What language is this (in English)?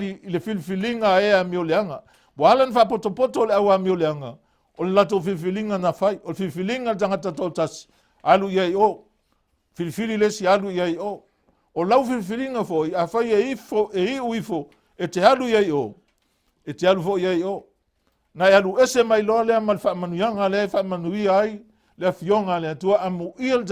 Samoan